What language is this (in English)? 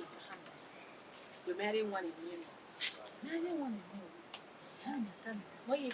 Bini